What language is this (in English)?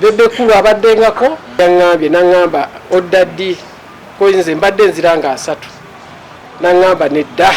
Ganda